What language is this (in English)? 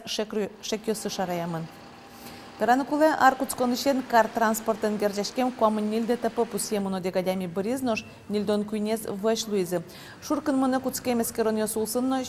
Udmurt